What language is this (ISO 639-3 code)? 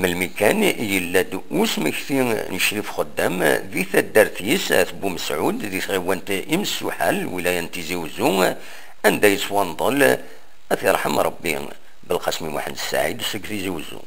kab